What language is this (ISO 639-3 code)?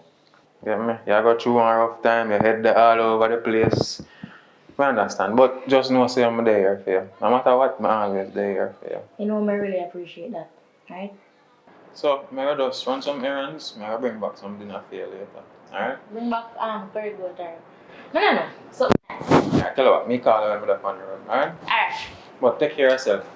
jam